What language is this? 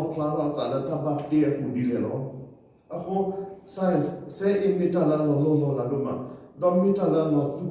S'gaw Karen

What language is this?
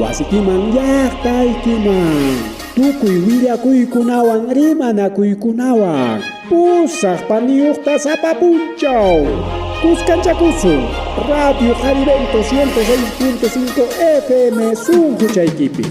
Ayacucho Quechua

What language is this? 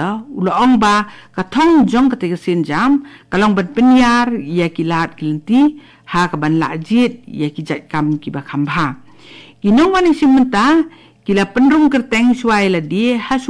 Khasi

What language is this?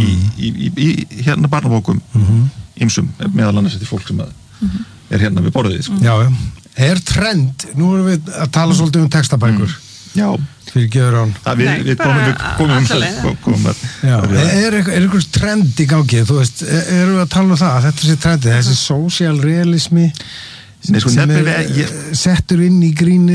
Icelandic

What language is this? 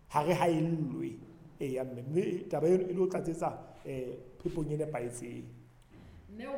Southern Sotho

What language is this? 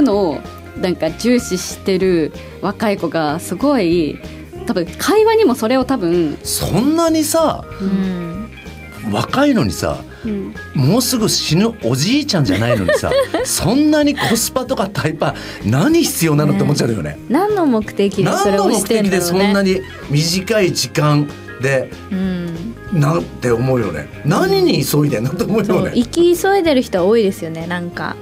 Japanese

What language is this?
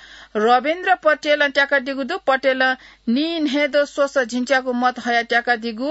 Newari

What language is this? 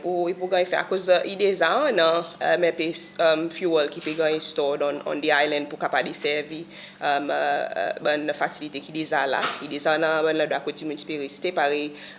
Seselwa Creole French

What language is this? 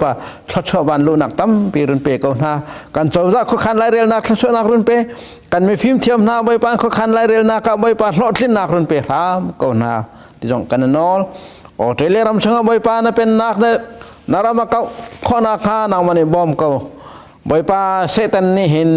Hakha Chin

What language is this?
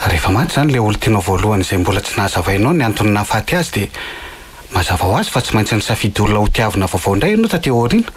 Malagasy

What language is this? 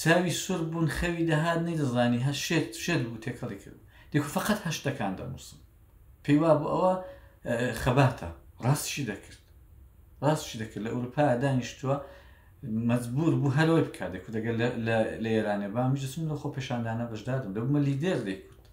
Central Kurdish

